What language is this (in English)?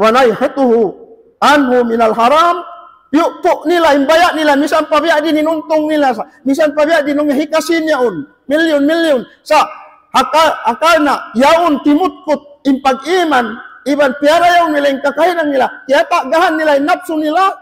Tausug